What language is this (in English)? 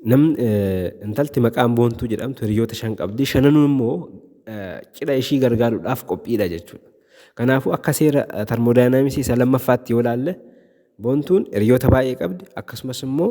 Oromo